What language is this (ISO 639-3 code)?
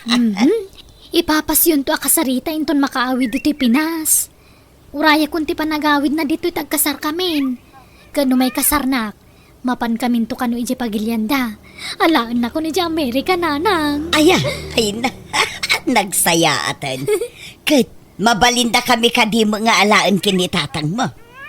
ilo